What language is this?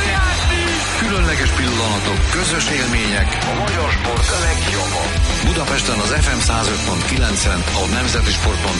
Hungarian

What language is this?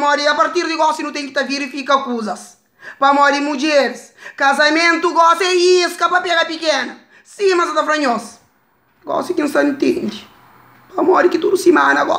Kabuverdianu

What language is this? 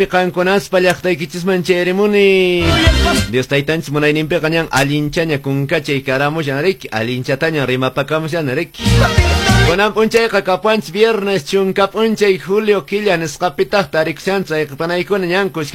Quechua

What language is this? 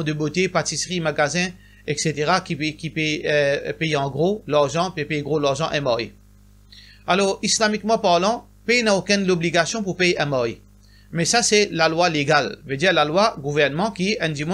Morisyen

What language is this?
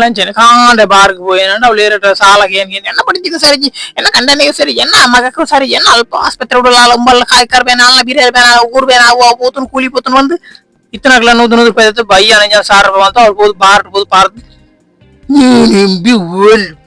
Tulu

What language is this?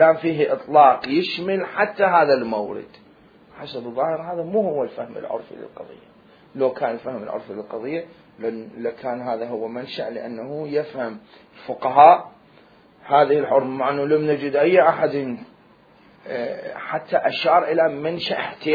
Mesopotamian Arabic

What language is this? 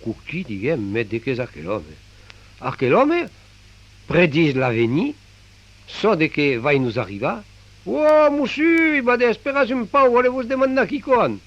Occitan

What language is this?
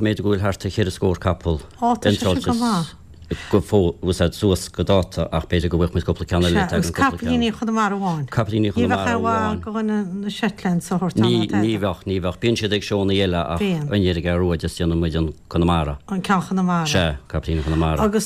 Irish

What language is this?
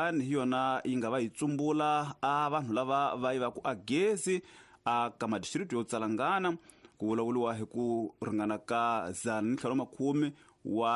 Tsonga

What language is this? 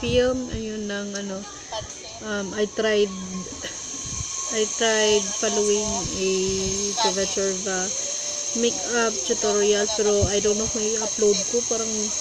Filipino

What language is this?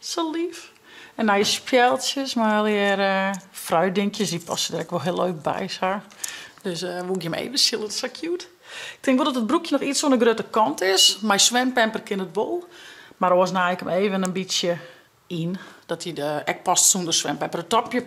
Western Frisian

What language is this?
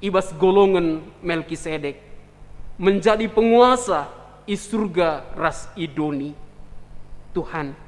Batak Karo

